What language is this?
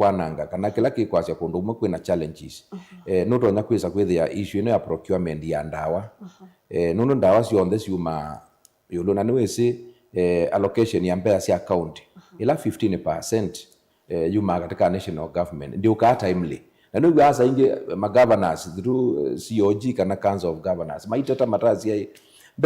Kamba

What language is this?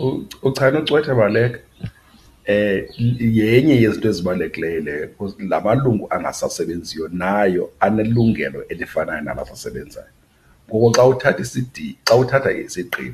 Xhosa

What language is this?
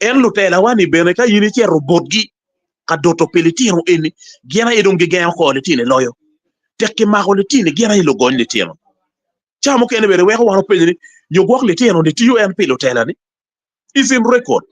Acoli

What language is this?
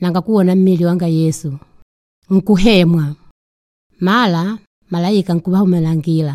Makonde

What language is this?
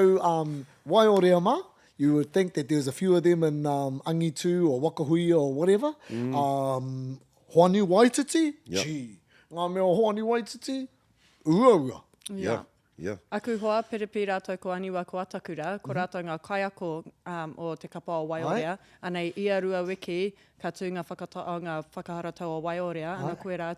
Māori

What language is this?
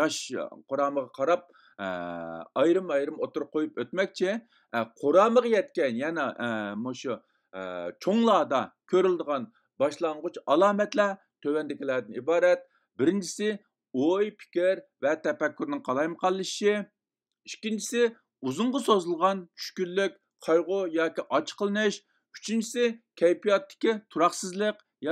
Uyghur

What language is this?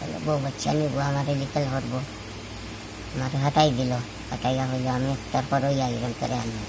Sylheti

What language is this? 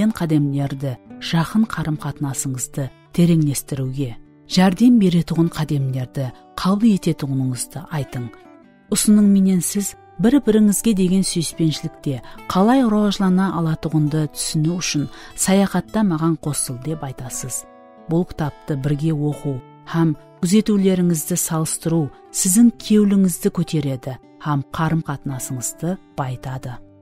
Kara-Kalpak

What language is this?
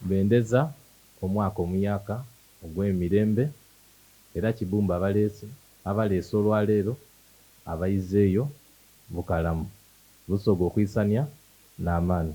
Soga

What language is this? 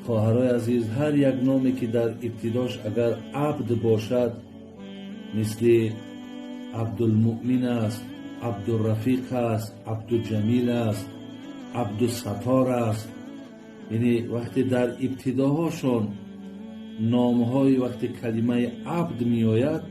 Tajik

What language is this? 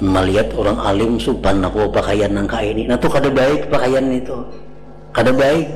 Banjar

